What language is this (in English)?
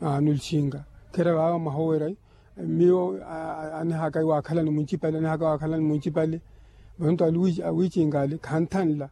Makhuwa